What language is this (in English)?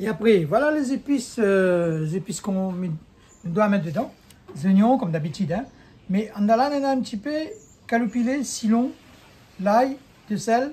Réunion Creole French